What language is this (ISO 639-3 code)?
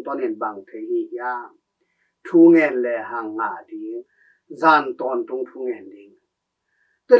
ctd